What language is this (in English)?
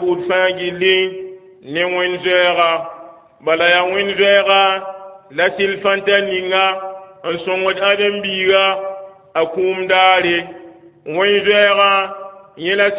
Mossi